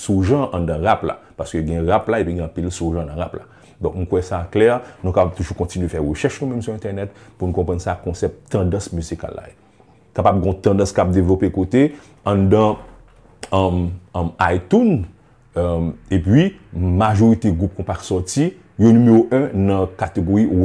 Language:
Haitian Creole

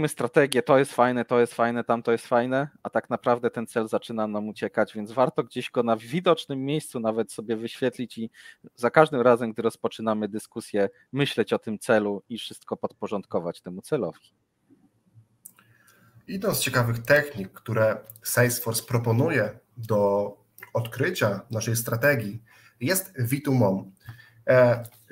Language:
Polish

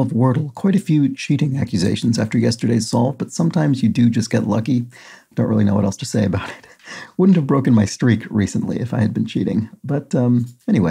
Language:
English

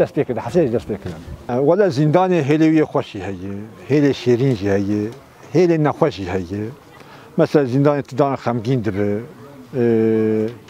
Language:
Kurdish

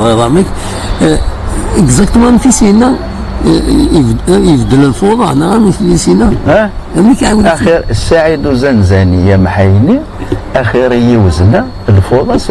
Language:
Kabyle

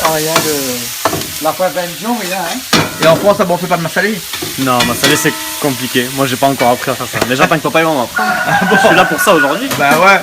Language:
Réunion Creole French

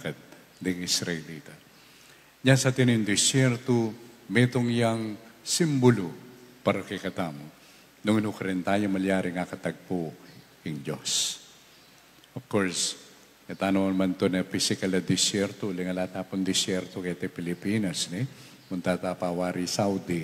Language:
Pampanga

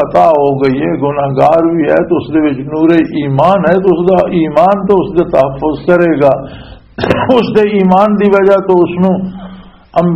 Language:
Western Panjabi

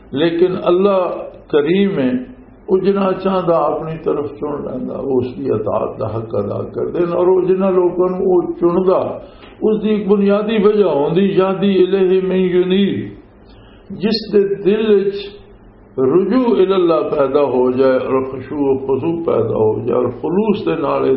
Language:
Western Panjabi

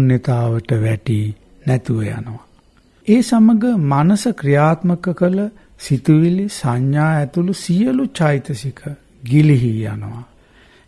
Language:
Sinhala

